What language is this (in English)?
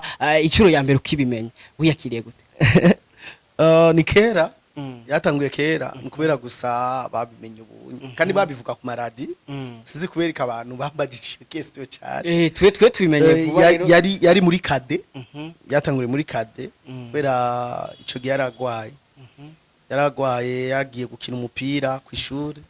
Rundi